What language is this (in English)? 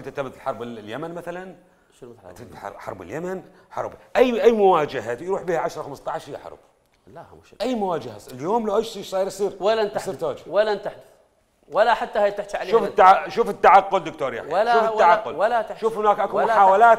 Mesopotamian Arabic